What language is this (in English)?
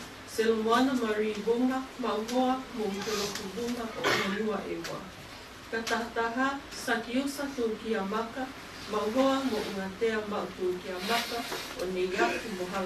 Tongan